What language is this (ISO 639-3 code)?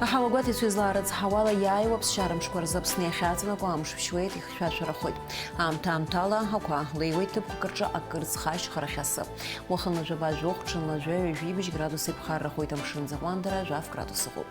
abk